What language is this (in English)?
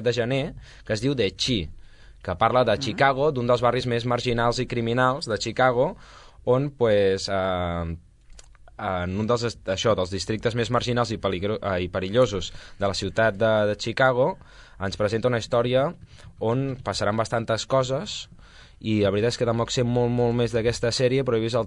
Catalan